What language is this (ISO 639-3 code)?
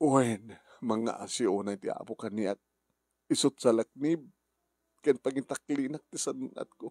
ilo